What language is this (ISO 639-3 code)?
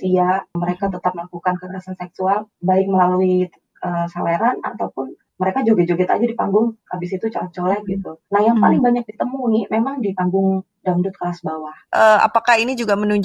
ind